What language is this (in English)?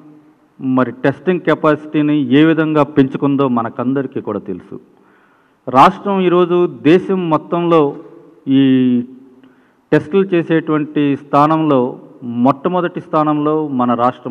Telugu